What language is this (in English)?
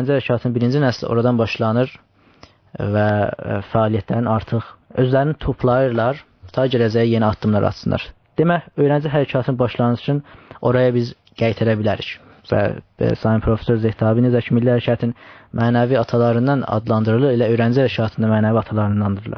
South Azerbaijani